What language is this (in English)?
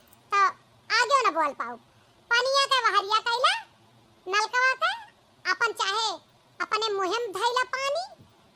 Awadhi